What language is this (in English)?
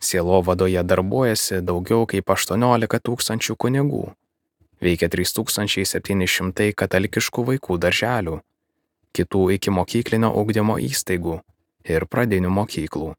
Lithuanian